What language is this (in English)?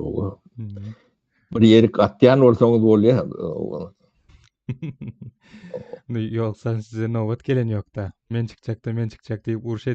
Turkmen